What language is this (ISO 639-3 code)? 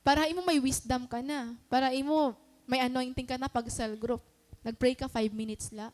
war